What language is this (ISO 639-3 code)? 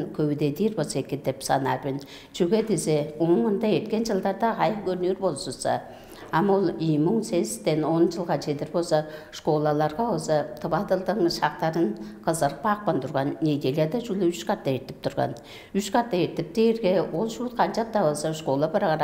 tyv